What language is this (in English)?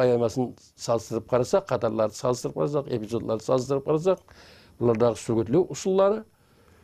Kara-Kalpak